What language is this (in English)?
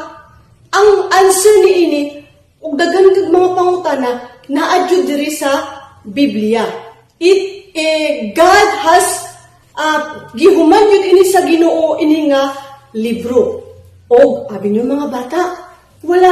Cebuano